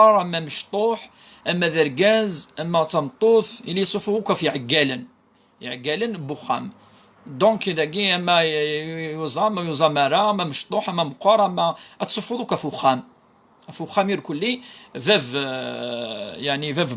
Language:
Kabyle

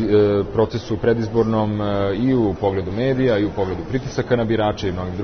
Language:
Serbian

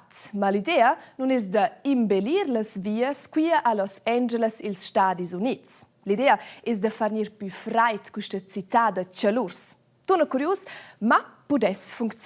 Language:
Romansh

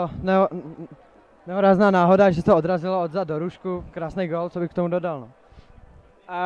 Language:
Czech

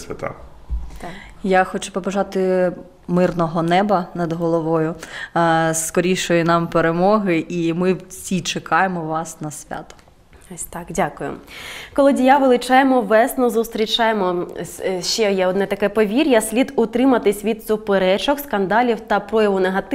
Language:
Ukrainian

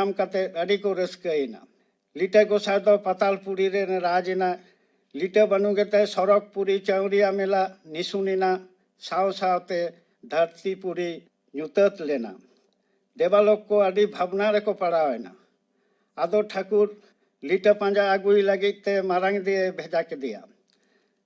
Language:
Santali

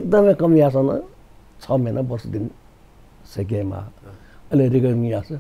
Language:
Newari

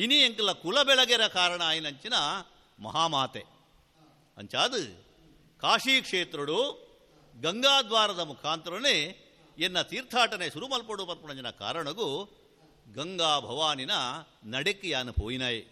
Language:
Tulu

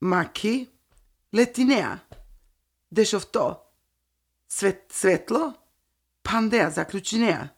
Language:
Slovenian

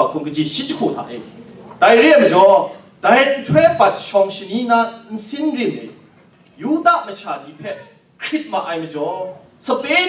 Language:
Kachin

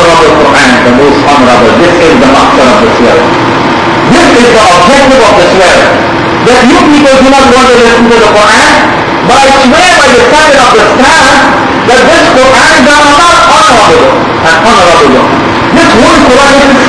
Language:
English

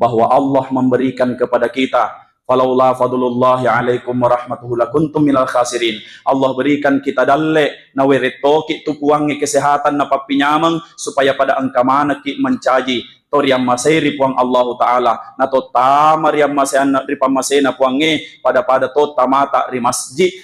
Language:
Buginese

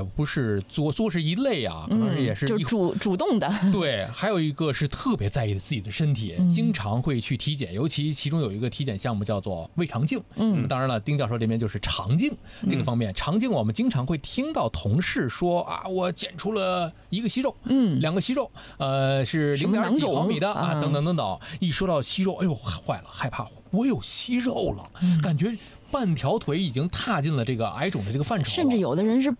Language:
Chinese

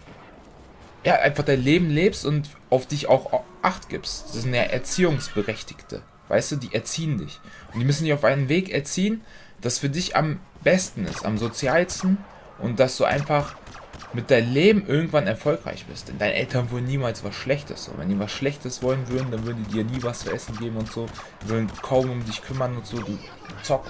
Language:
German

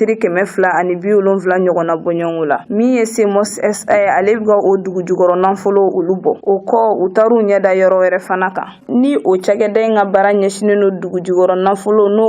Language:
Bambara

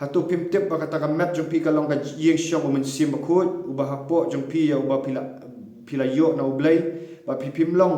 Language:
Khasi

